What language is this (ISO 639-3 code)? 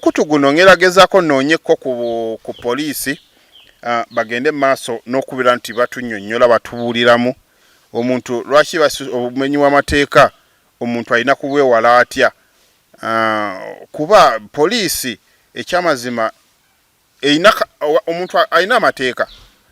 lug